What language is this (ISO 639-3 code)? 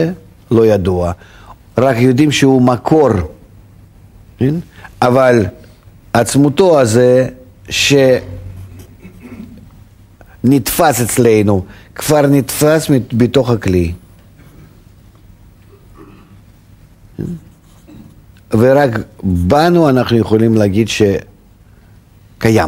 heb